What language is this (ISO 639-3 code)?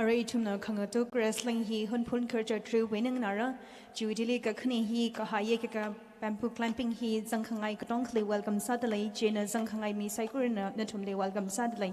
nmf